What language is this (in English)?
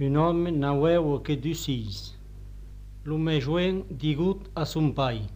Occitan